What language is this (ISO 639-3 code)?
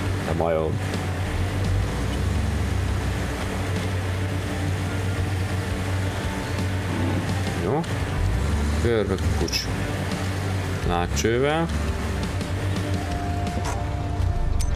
hun